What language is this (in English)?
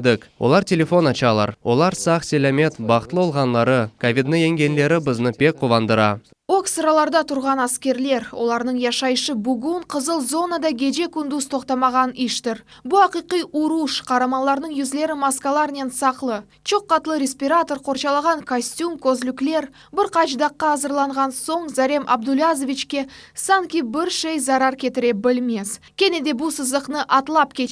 Crimean Tatar